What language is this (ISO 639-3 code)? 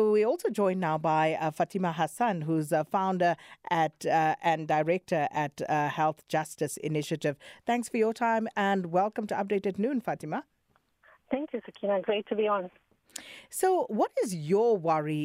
eng